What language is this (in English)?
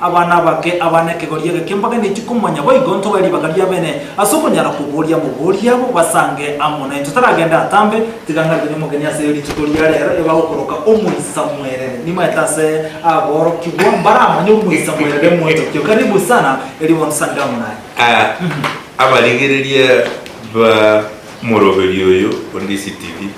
Gusii